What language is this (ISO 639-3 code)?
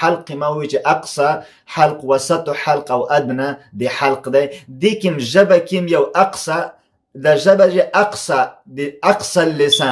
pus